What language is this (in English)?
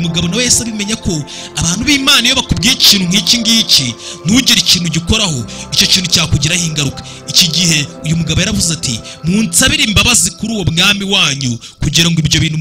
Kinyarwanda